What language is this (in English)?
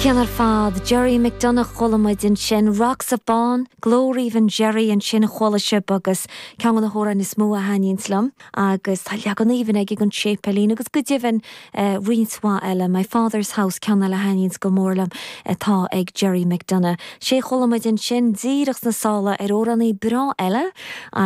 Irish